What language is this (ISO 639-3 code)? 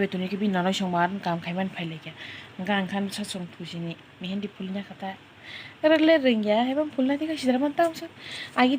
trp